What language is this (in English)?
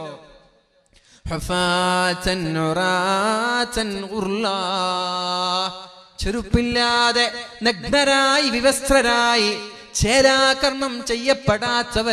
Malayalam